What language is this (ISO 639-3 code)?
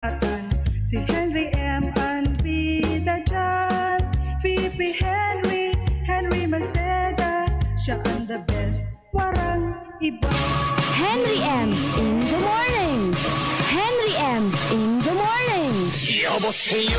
bik